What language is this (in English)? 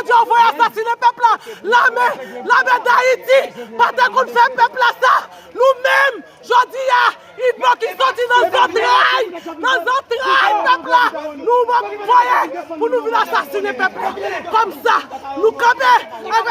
Haitian Creole